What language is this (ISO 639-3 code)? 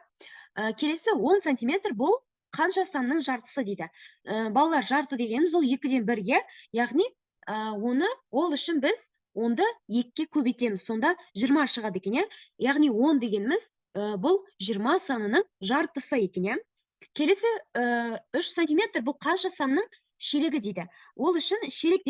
kaz